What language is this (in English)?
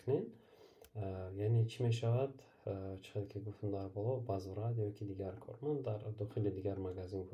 Tajik